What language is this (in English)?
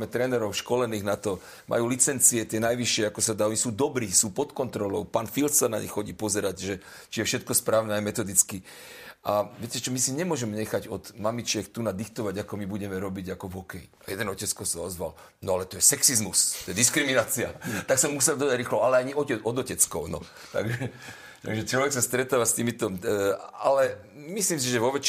Slovak